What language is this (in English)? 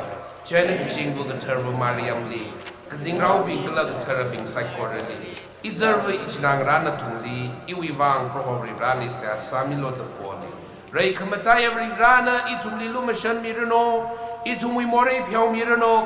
Tangkhul Naga (India)